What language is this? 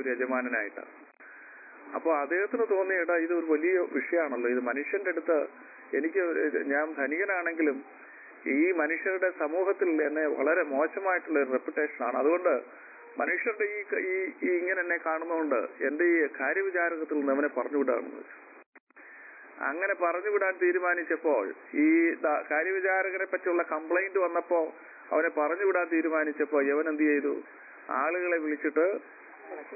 Malayalam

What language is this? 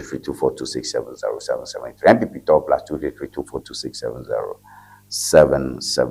Ewe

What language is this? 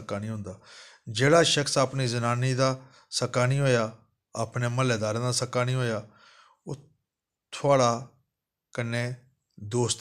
Dogri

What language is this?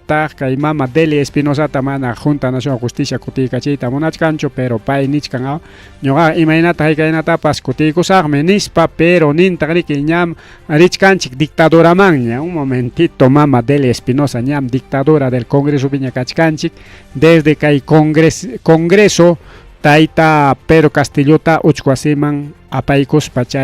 Ayacucho Quechua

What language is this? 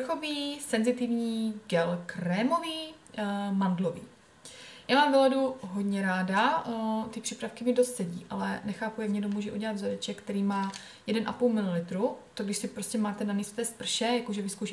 Czech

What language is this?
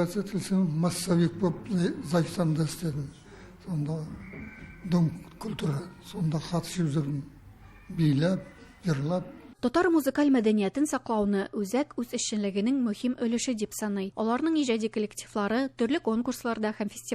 Tatar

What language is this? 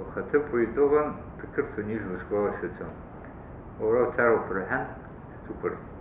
Abkhazian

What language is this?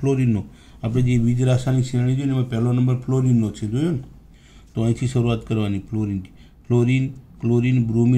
Gujarati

